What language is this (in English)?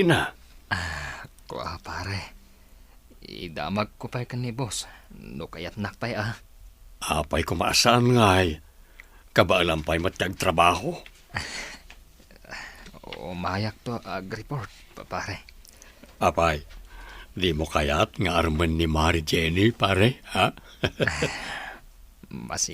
Iloko